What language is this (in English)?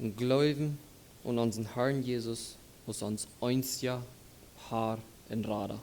Plautdietsch